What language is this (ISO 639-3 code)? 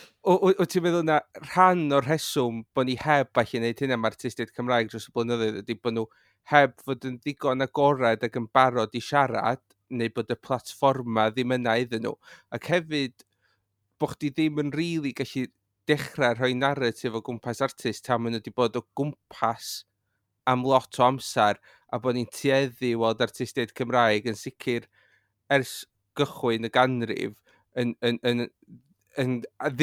cym